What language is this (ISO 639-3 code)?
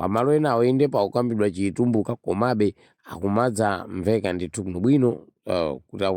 nya